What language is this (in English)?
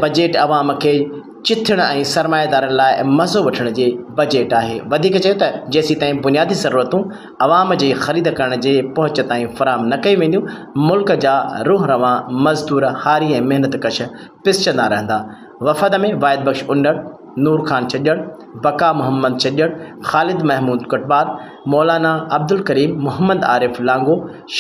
Sindhi